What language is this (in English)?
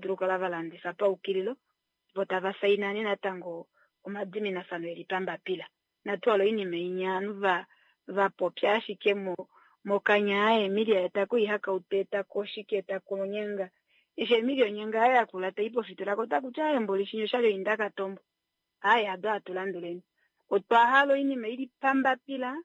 Kuanyama